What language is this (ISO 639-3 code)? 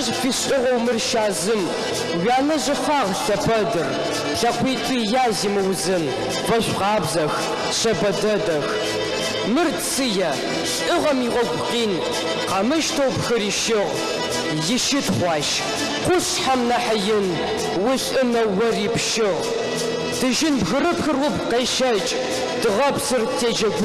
ady